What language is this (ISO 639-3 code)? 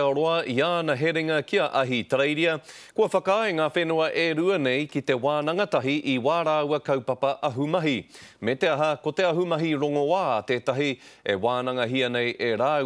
mri